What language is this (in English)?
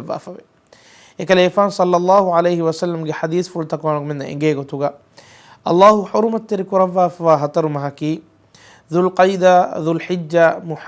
Divehi